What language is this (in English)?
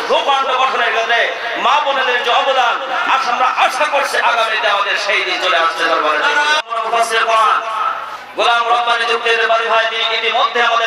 Bangla